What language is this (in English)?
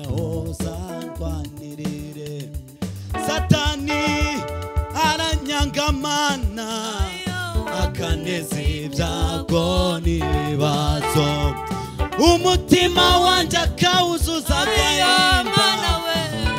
Kinyarwanda